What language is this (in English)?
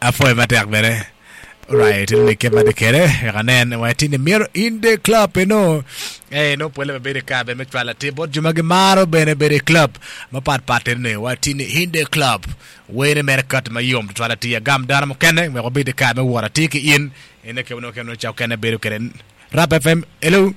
Acoli